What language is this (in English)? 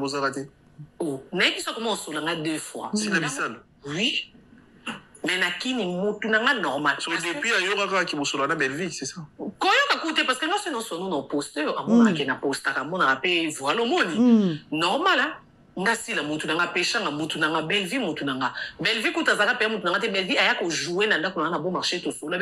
Lingala